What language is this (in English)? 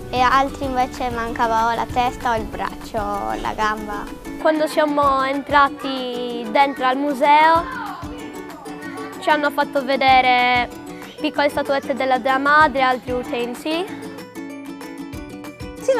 Italian